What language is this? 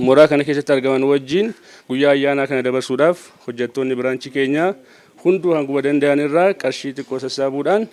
Oromo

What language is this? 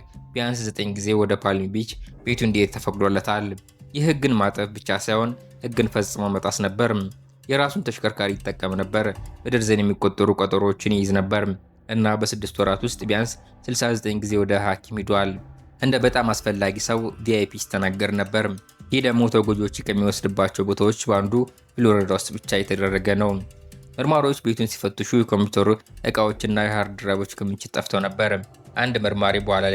Amharic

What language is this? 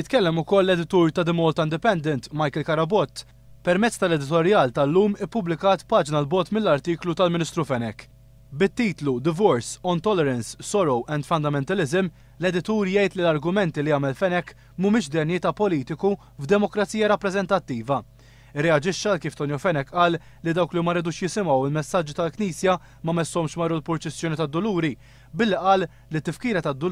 Maltese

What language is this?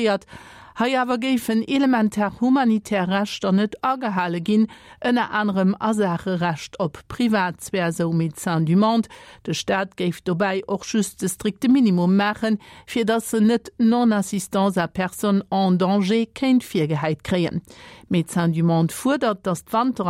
Luxembourgish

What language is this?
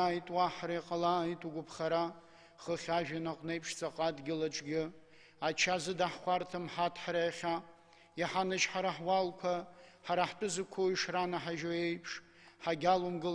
Abkhazian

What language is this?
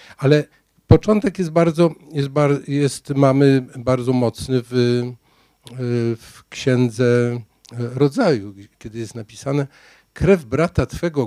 Polish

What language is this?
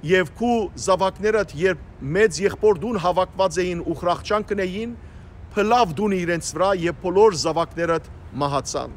Western Armenian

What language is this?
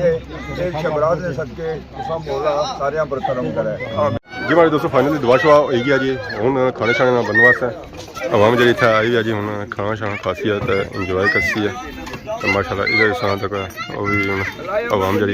Pahari-Potwari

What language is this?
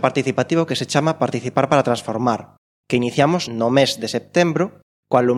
Galician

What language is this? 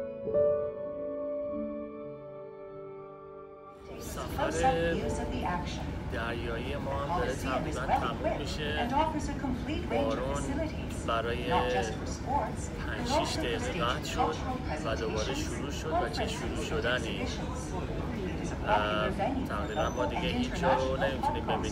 Persian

